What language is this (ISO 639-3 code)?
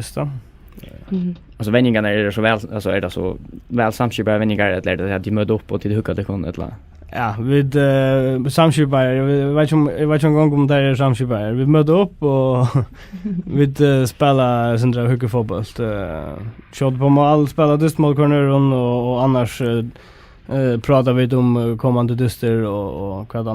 fao